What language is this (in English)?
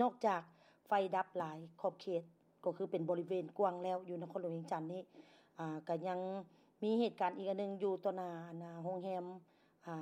Lao